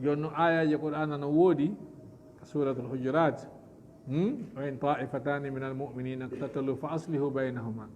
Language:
Fula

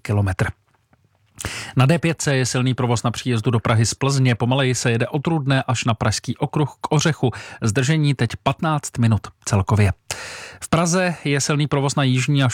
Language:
Czech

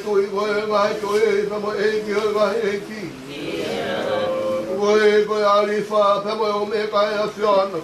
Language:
Tongan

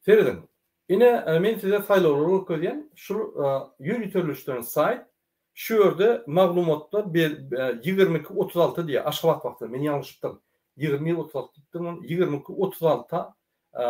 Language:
Turkmen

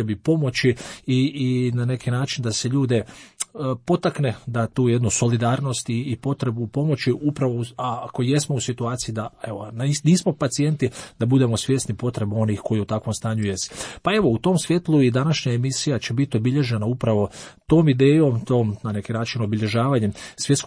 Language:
Croatian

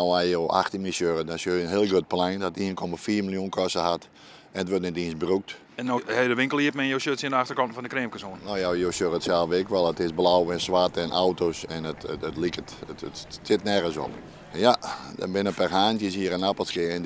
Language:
Western Frisian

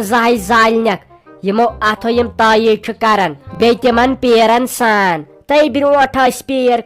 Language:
Kashmiri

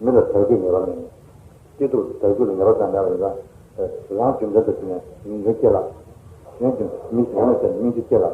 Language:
Tibetan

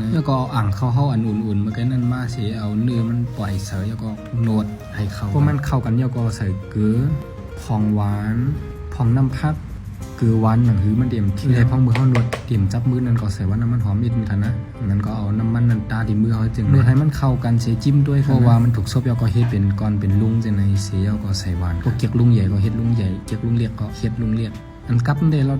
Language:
Shan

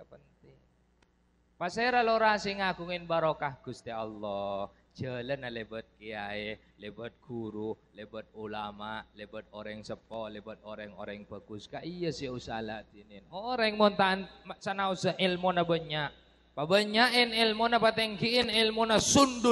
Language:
Madurese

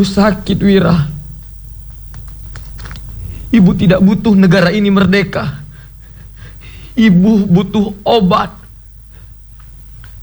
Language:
Indonesian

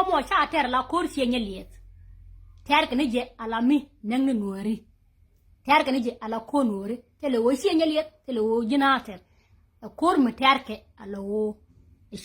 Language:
Nuer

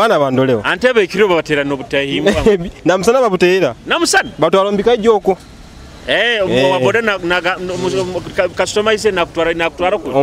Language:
Nyoro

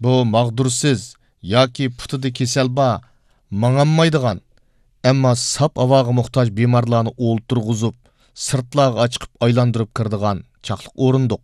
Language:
Uyghur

